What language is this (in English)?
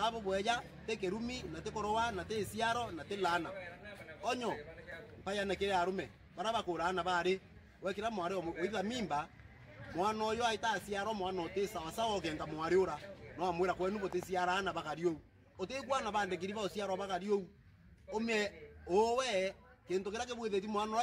Meru